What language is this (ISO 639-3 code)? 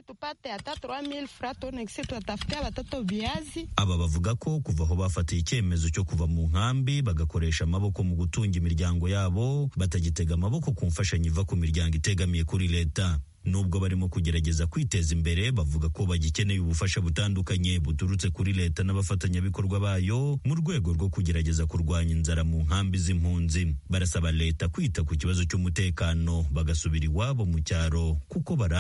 kin